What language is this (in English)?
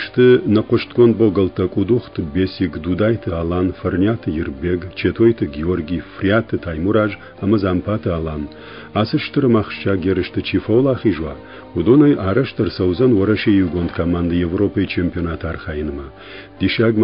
Ossetic